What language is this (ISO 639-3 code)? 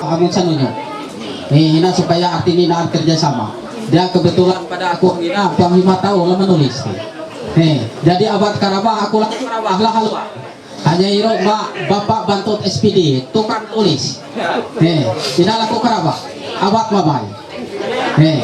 mhy